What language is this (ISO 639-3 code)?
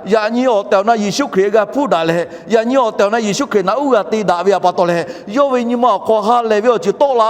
lhu